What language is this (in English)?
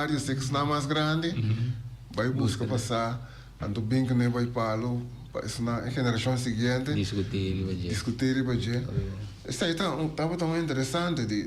Papiamento